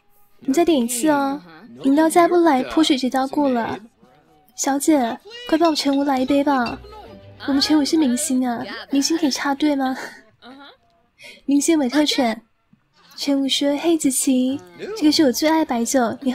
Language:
Chinese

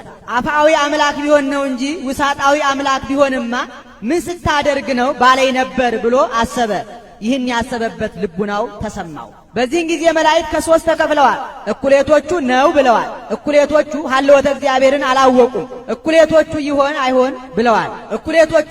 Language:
Amharic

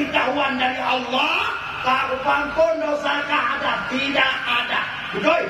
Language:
Achinese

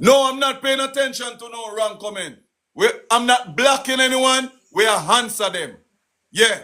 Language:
Jamaican Creole English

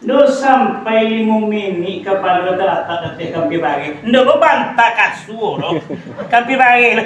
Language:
Minangkabau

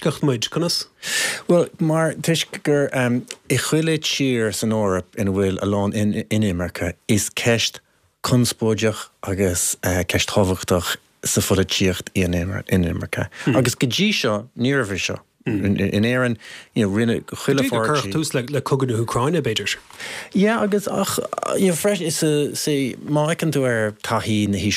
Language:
Irish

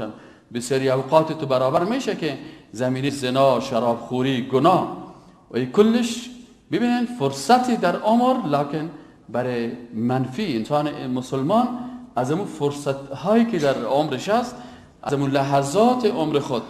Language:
Persian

